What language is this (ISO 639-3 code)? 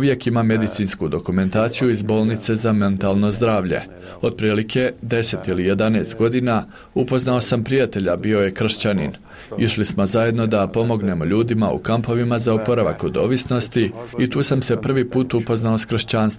bos